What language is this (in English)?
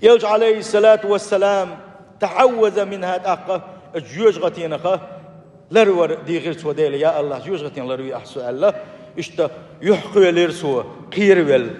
Chechen